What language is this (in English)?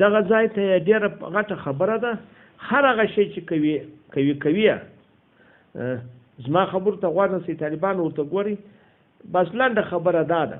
Pashto